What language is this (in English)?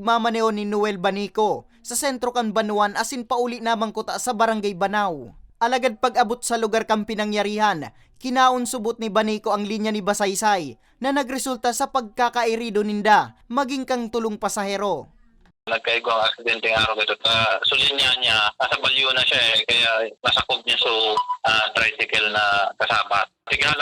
Bikol